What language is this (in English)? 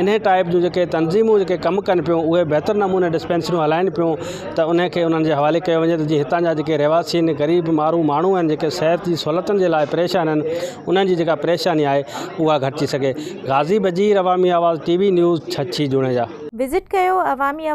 Sindhi